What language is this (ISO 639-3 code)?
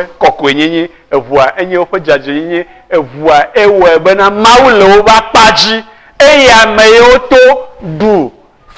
ewe